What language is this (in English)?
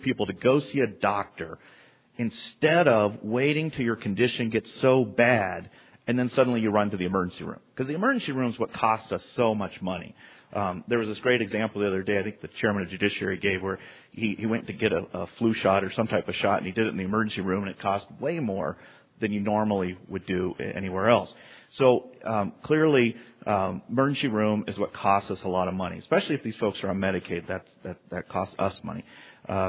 English